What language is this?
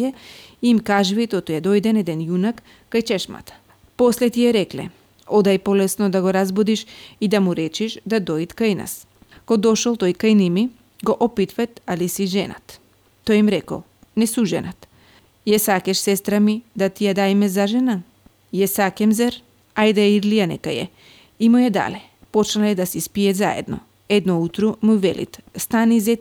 Macedonian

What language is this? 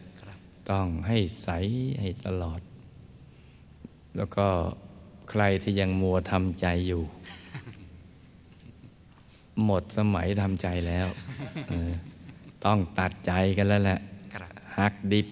Thai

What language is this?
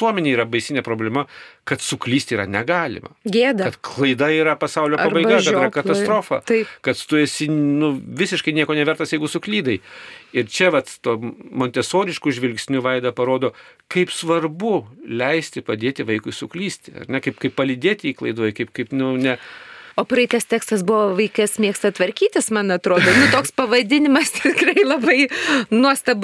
Lithuanian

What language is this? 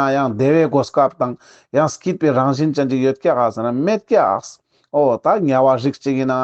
Ladakhi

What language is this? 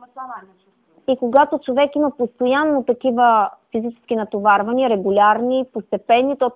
Bulgarian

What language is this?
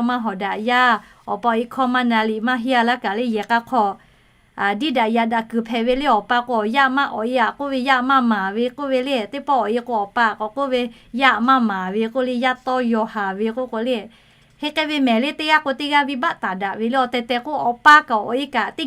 Lahu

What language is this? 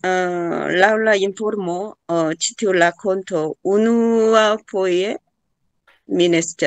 Esperanto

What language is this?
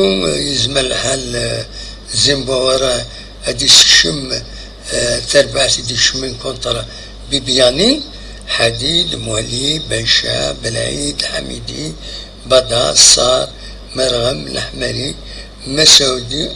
Kabyle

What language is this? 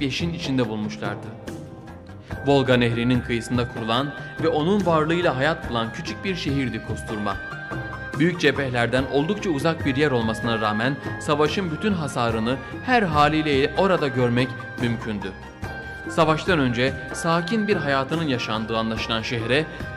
Turkish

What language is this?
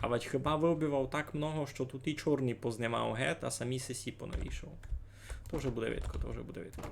Rusyn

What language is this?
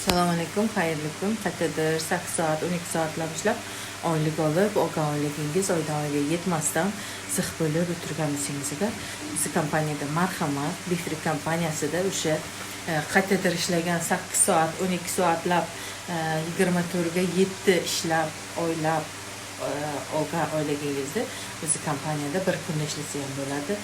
Uzbek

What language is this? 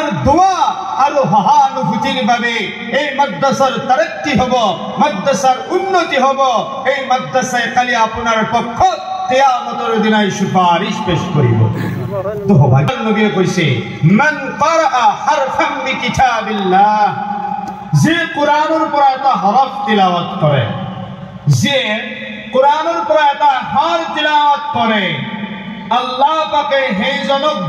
Assamese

